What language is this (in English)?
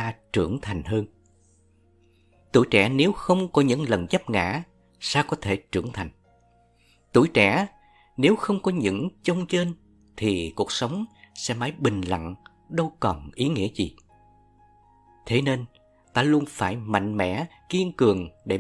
Vietnamese